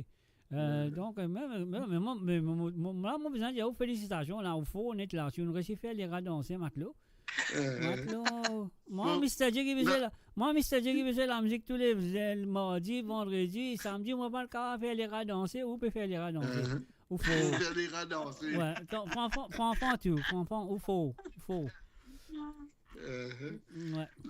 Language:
Morisyen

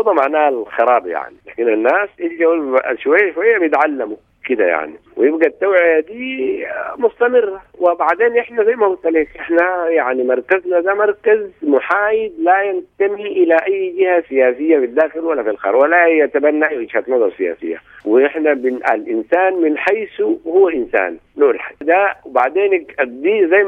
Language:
Sudanese Arabic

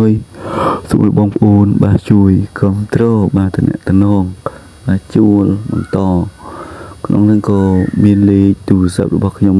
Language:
Khmer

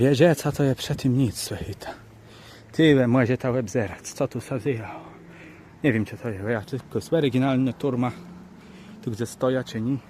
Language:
Kashubian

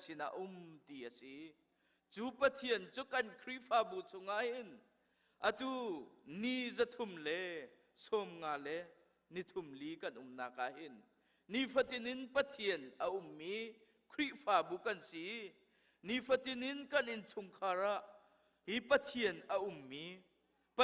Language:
Hakha Chin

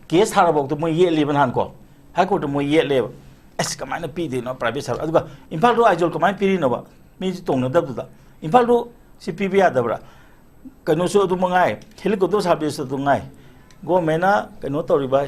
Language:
Manipuri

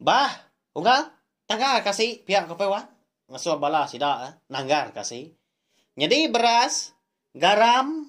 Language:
Iban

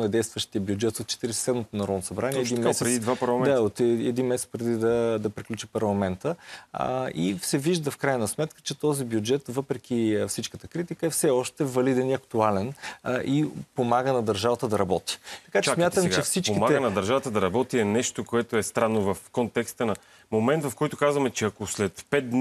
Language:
Bulgarian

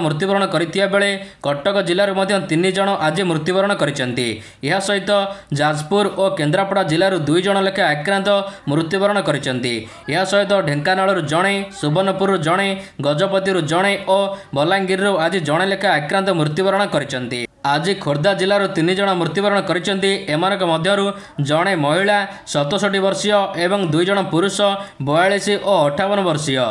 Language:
Odia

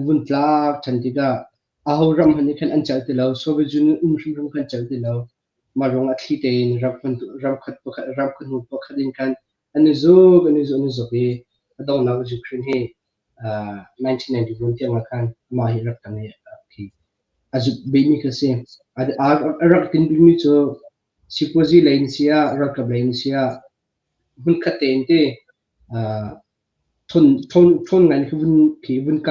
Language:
Hakha Chin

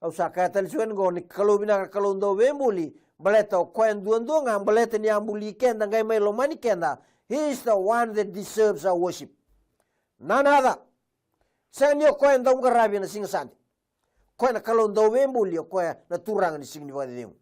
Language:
Fijian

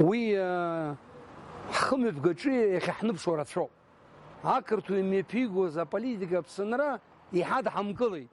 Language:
Abkhazian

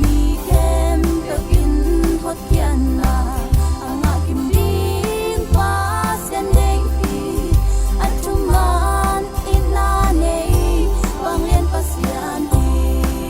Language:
Tedim Chin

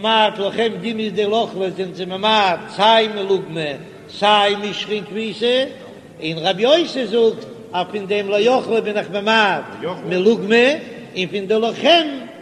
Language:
Yiddish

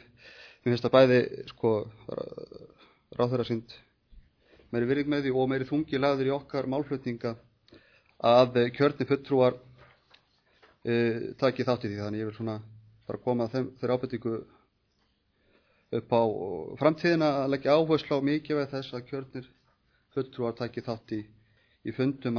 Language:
Icelandic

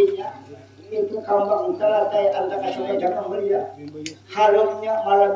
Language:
Banjar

